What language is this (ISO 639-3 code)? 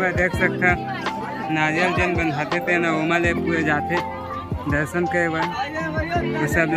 hne